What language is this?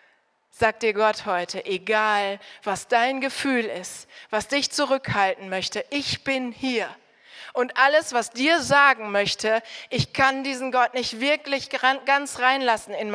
German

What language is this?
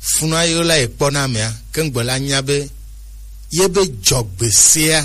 Gen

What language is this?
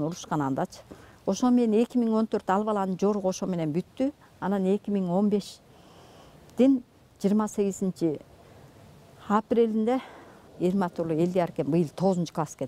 Kyrgyz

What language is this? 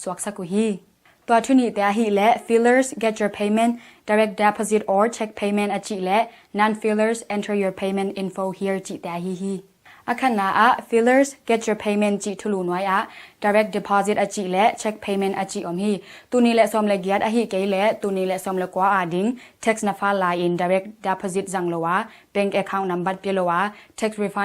Tedim Chin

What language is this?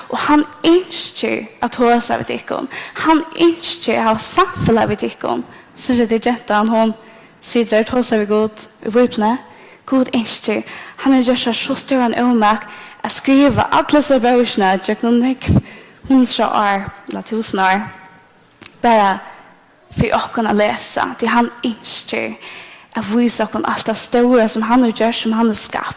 Faroese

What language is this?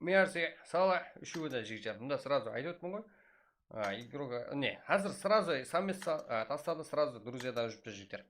Kara-Kalpak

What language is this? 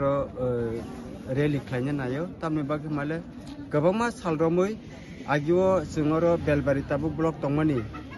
Kok Borok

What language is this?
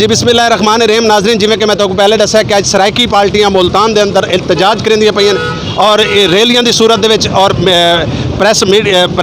Saraiki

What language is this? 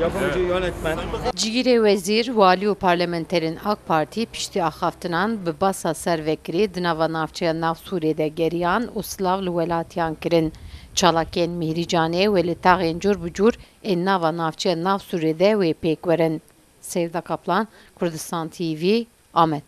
Kurdish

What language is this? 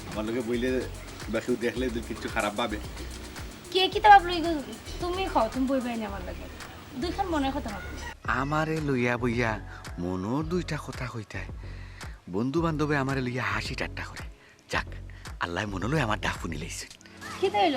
Sylheti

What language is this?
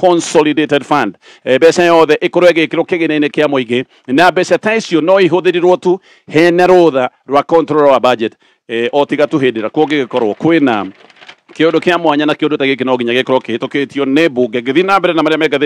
Kikuyu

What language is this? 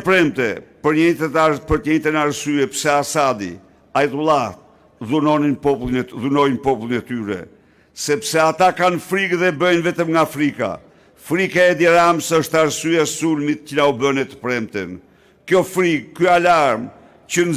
Albanian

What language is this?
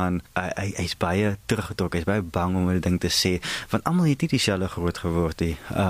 Afrikaans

